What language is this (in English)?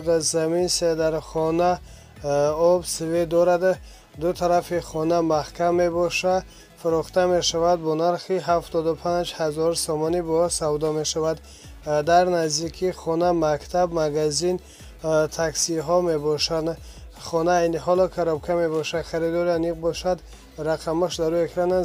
Tajik